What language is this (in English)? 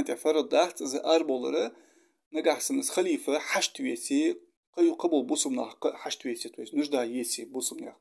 Ingush